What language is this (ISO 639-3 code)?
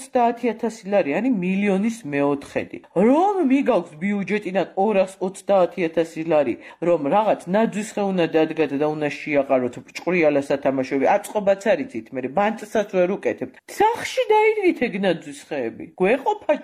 kat